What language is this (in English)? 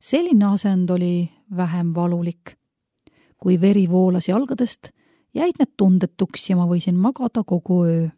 Estonian